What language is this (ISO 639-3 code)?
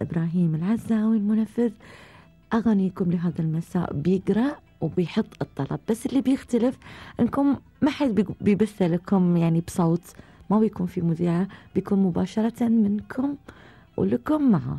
afb